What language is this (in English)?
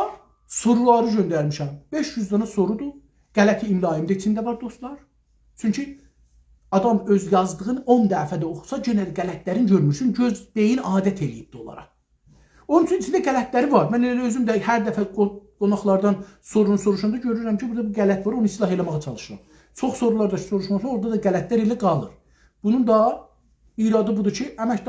South Azerbaijani